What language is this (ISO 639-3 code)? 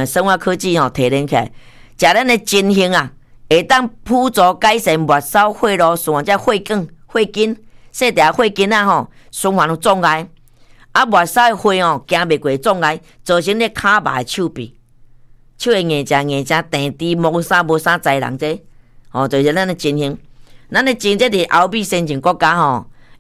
nan